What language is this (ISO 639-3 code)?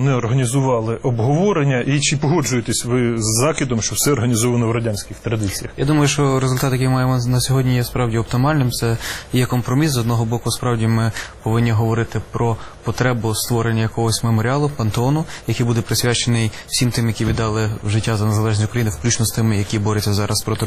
ukr